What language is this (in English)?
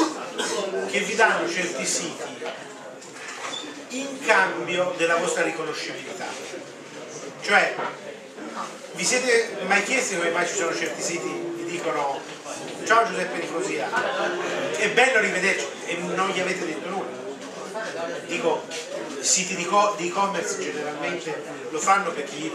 Italian